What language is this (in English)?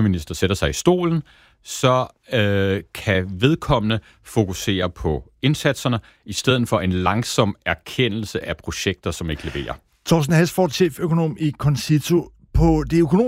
Danish